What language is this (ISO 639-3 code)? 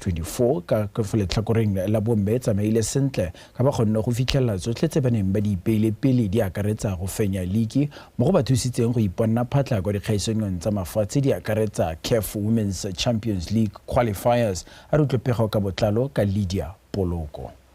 tsn